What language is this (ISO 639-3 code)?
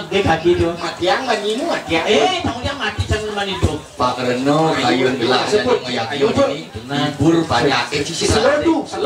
ban